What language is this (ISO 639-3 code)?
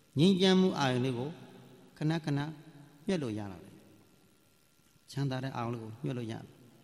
mya